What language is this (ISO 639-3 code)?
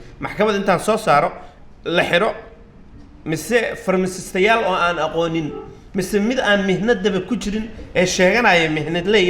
som